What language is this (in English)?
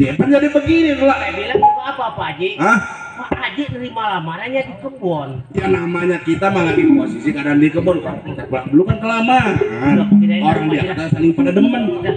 Betawi